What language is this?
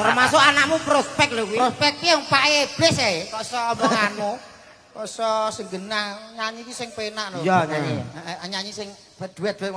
Javanese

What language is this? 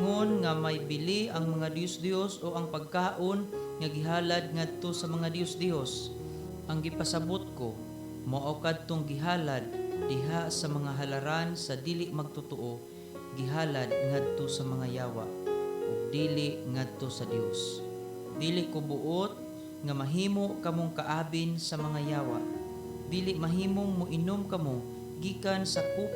Cebuano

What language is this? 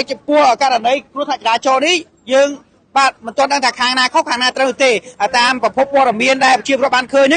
Khmer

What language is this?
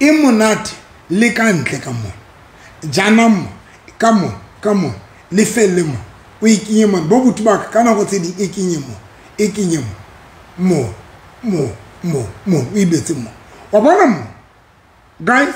Southern Sotho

